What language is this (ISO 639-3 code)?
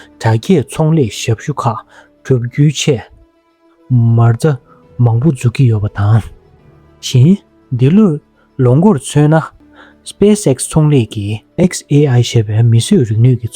bod